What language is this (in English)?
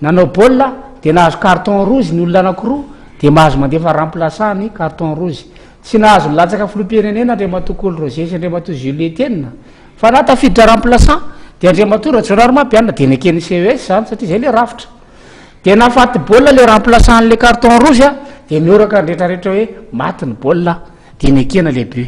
Malagasy